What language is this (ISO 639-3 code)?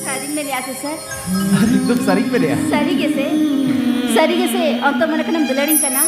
sat